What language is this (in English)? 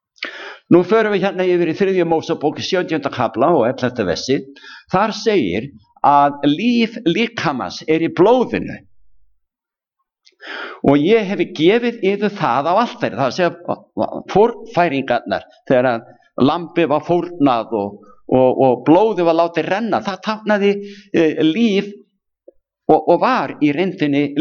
Icelandic